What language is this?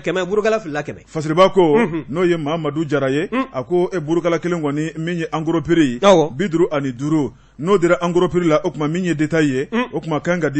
Bambara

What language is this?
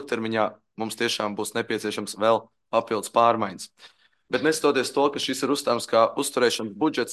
Latvian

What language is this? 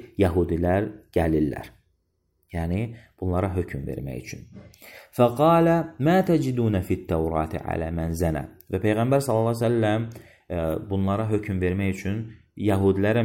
Azerbaijani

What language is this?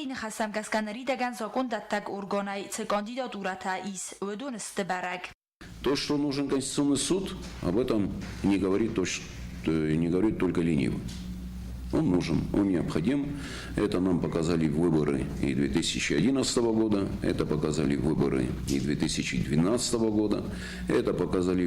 Ossetic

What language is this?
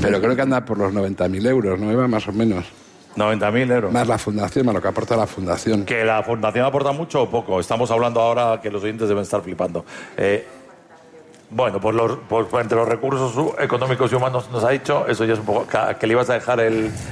Spanish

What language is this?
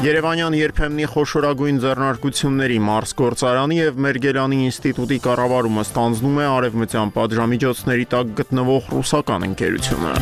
Armenian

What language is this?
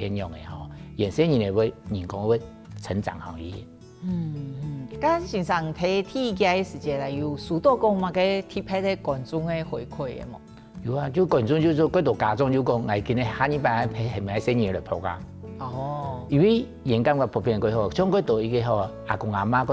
Hakka Chinese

